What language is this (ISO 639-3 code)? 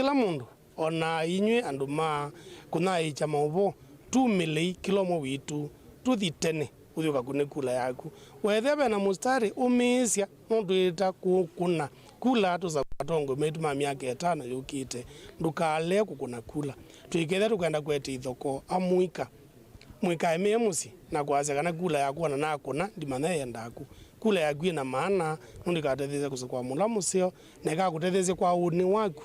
kam